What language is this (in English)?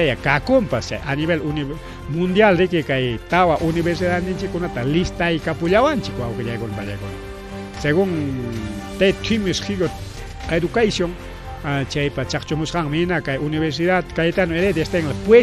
Ayacucho Quechua